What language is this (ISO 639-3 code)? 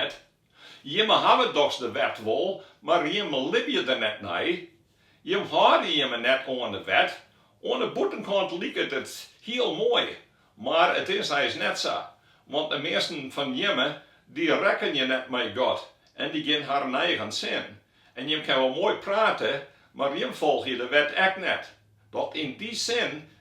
fry